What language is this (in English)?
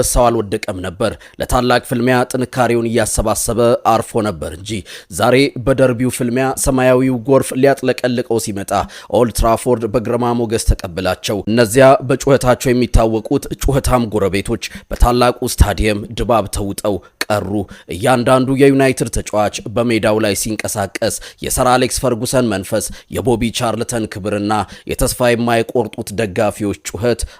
Amharic